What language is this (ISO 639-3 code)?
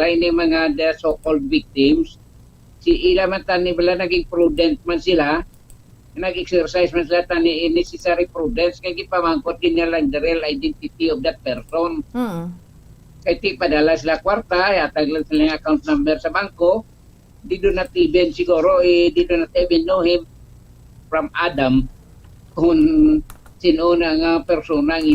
hil